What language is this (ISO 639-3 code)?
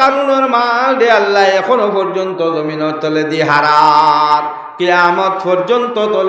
syl